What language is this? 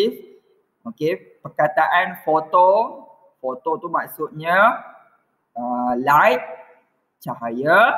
Malay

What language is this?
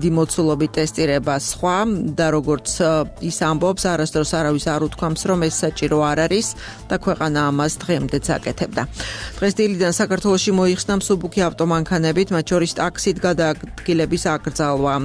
Georgian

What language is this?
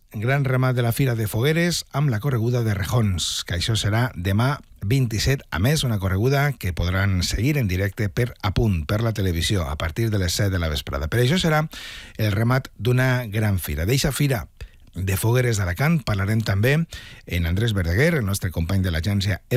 Catalan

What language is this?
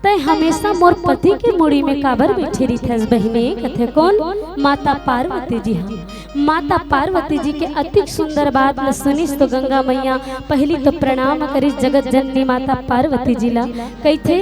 Chhattisgarhi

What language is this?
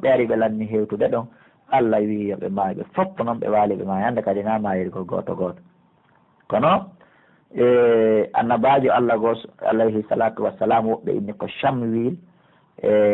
Pular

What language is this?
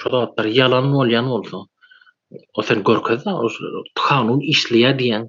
Turkmen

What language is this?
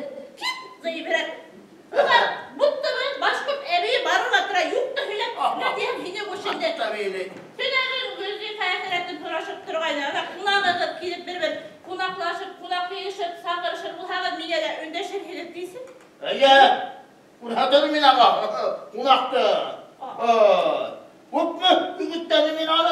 Bashkir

